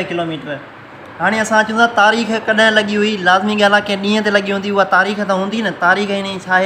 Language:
Sindhi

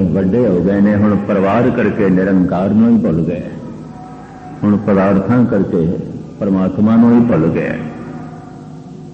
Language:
Punjabi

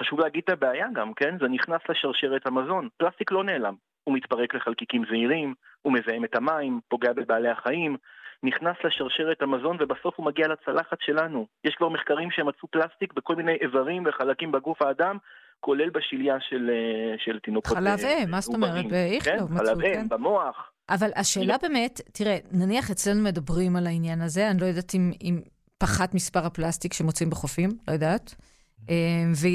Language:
Hebrew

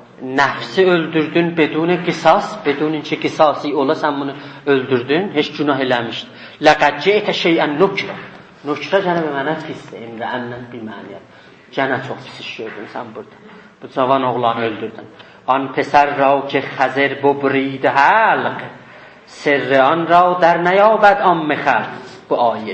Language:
South Azerbaijani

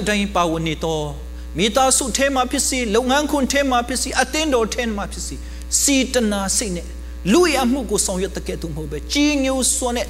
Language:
Burmese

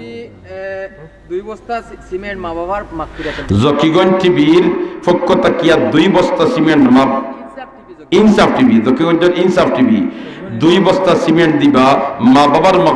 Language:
Sylheti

